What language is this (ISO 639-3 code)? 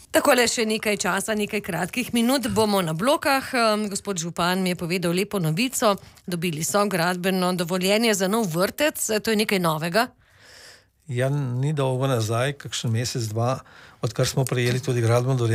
slv